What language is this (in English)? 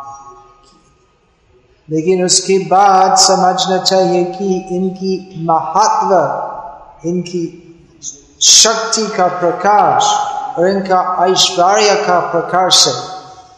Hindi